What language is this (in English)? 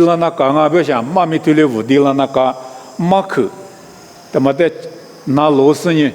Lisu